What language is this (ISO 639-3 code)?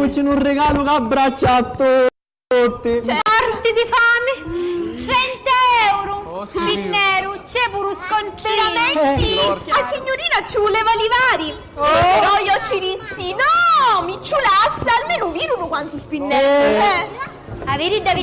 scn